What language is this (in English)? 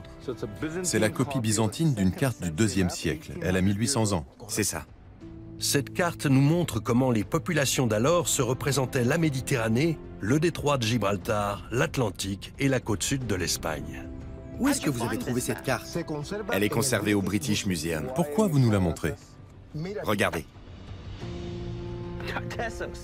French